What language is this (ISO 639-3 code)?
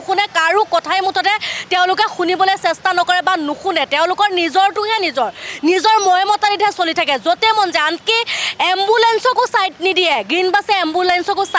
asm